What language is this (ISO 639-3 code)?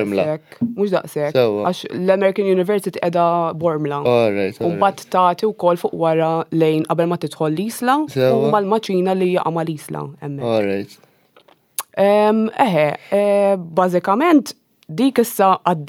mlt